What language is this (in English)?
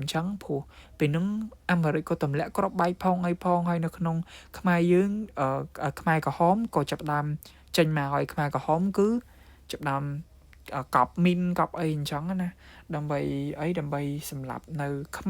Khmer